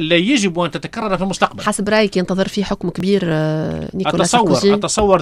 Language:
Tunisian Arabic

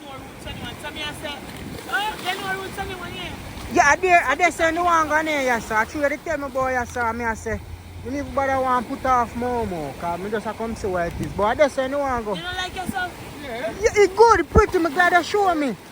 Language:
Jamaican Creole English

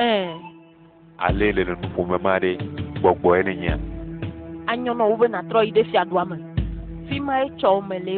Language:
Ewe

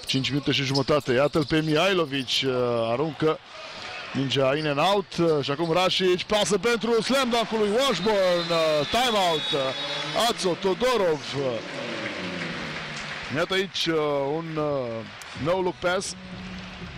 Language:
Romanian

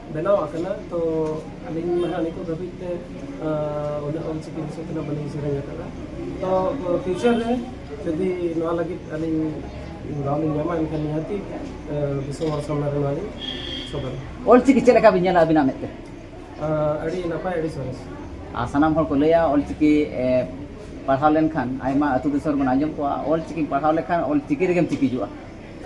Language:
Santali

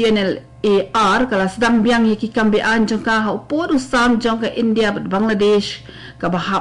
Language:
Khasi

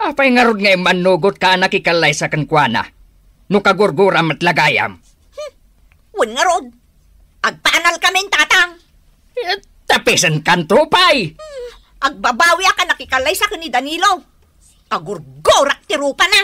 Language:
Iloko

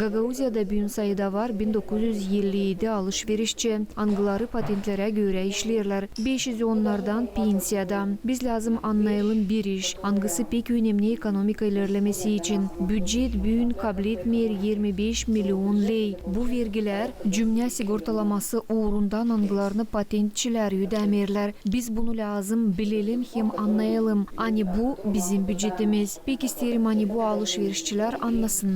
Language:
Gagauz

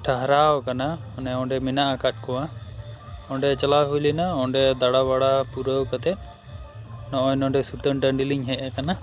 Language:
Santali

